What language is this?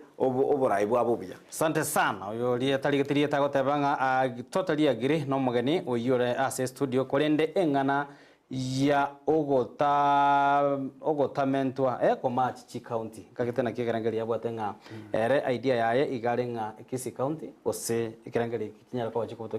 Gusii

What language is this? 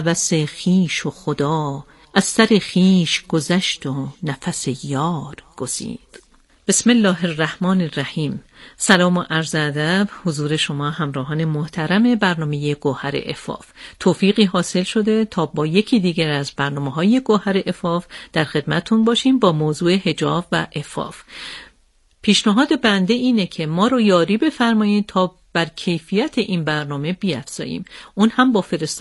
Persian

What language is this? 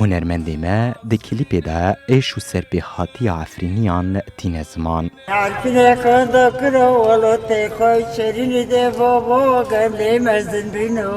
Kurdish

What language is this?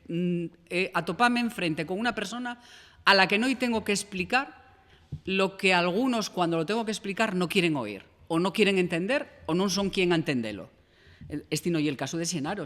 Asturian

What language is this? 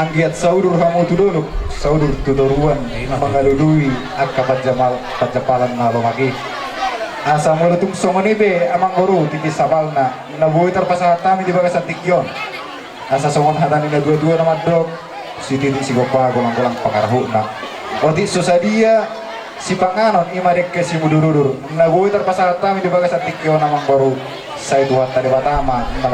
Batak Toba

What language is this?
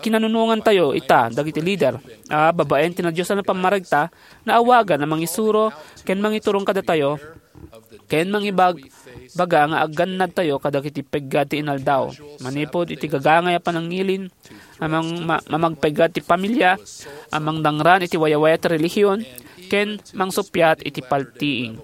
Iloko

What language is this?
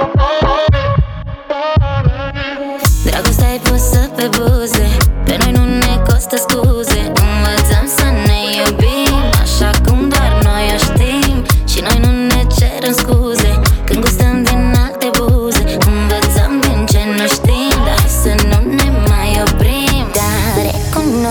Romanian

